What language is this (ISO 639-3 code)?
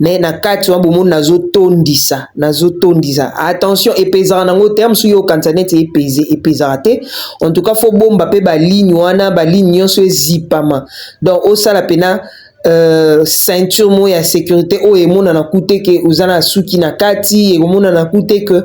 lin